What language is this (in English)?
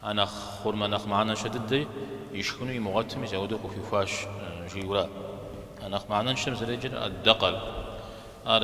Kabardian